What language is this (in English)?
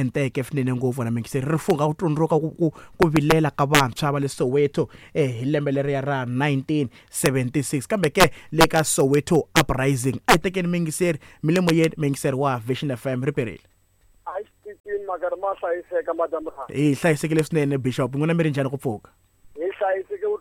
Tsonga